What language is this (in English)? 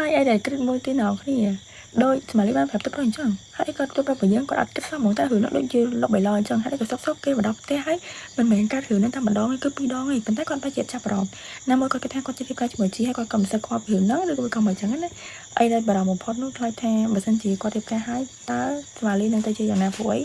Khmer